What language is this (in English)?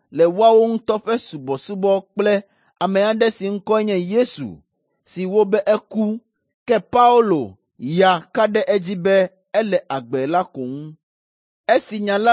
Ewe